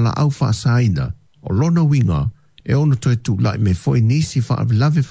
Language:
Samoan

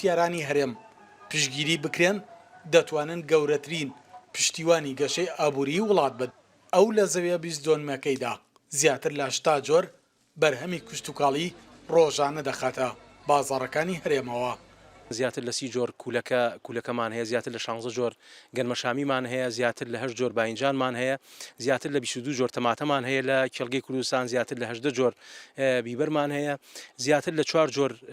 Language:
Central Kurdish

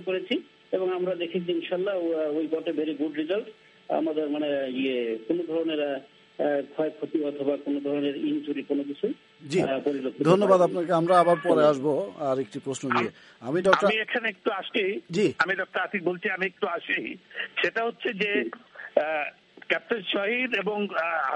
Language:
Bangla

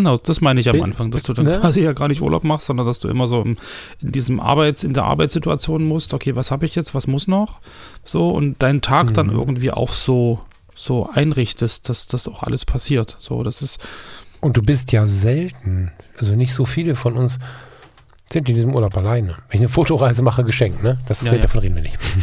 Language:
German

